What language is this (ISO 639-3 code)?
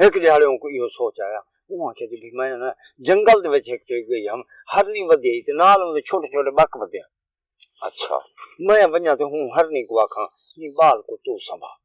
skr